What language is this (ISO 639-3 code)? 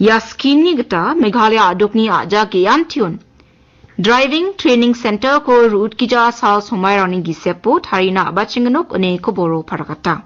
grt